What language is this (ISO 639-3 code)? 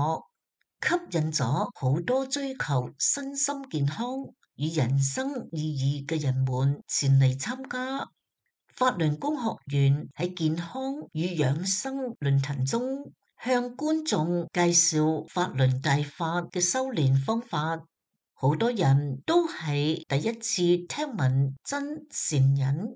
yue